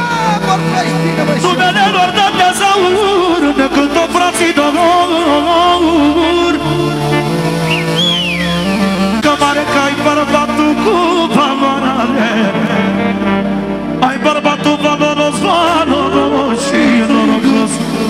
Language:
Romanian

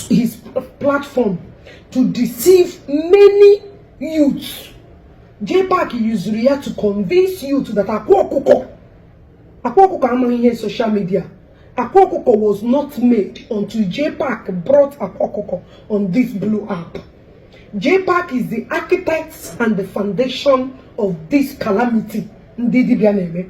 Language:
Igbo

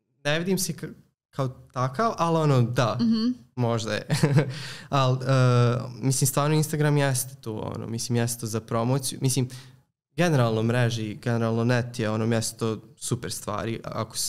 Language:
Serbian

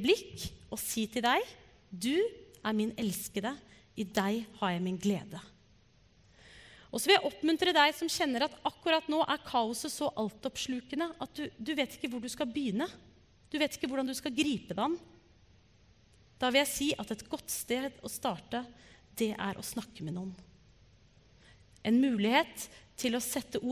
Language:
Norwegian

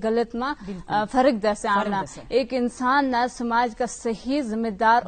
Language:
Gujari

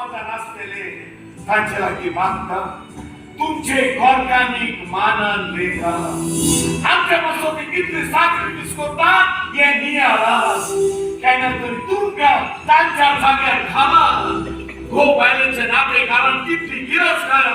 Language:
Konkani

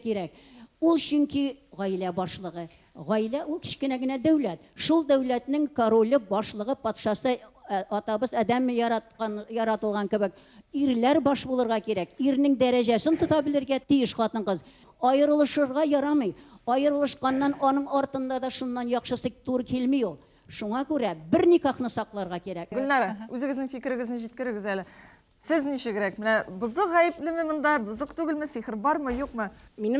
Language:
Tatar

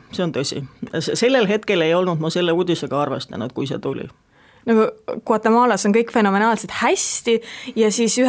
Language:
Estonian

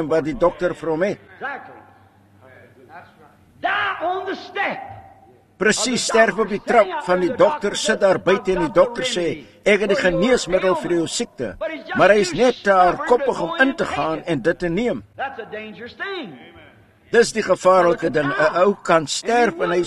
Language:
Afrikaans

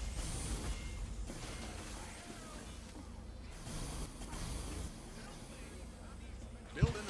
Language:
English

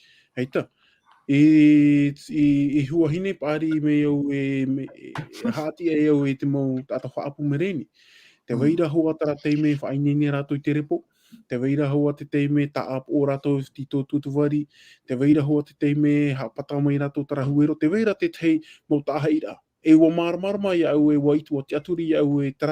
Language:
Tahitian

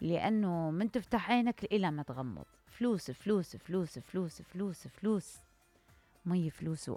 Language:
Mesopotamian Arabic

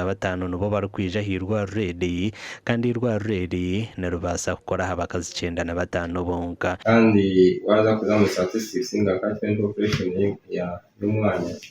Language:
Nyankole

